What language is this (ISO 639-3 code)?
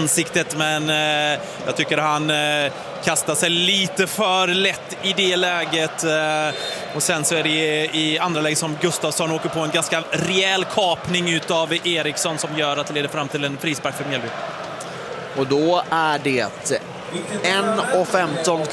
swe